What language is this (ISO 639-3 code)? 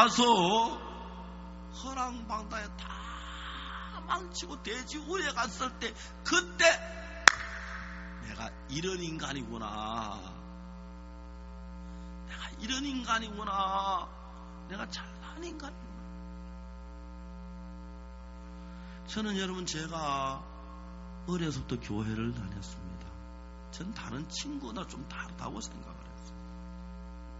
kor